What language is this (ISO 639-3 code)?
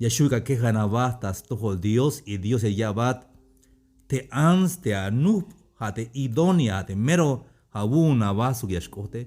tzh